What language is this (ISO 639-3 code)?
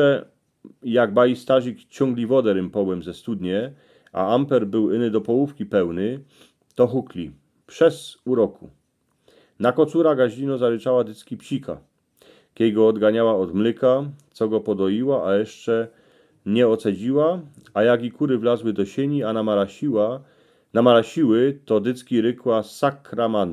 szl